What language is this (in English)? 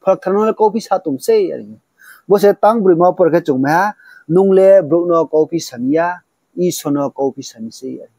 Riang (India)